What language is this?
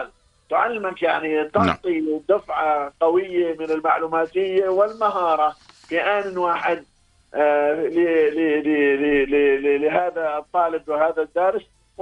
Arabic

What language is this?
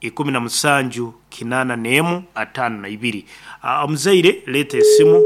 Nyankole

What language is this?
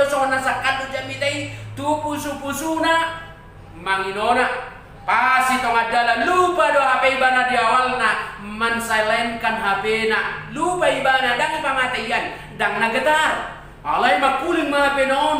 Batak Toba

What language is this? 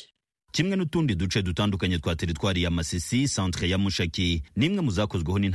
Kinyarwanda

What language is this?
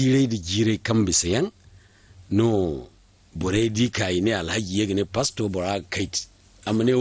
Zarma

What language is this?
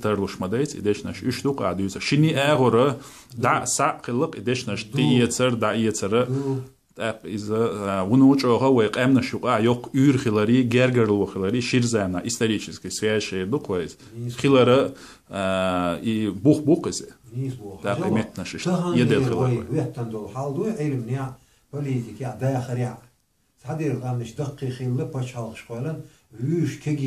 Chechen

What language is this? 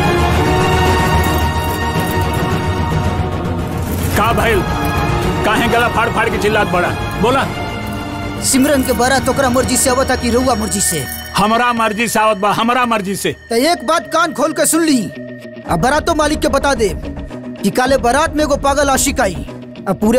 Bhojpuri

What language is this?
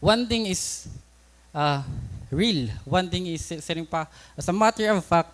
Waray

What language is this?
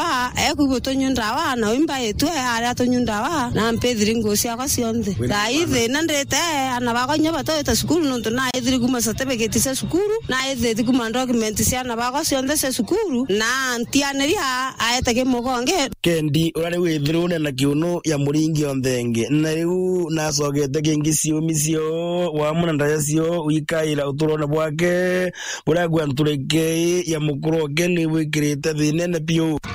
Meru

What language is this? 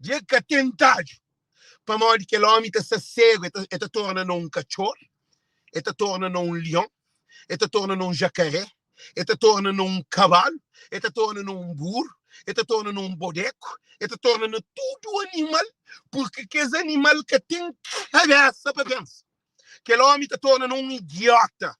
Kabuverdianu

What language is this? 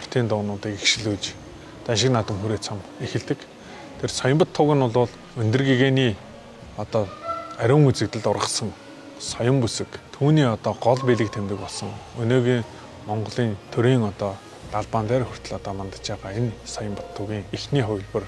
Mongolian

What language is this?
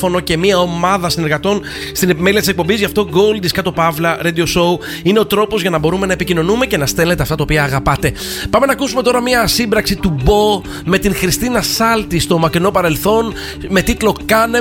Greek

